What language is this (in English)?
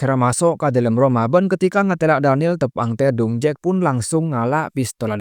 Madurese